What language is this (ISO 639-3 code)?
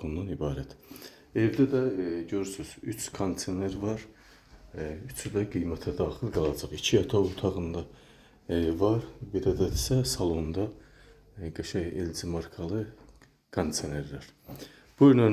aze